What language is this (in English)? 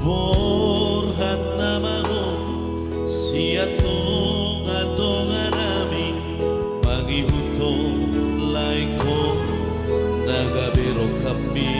Batak Toba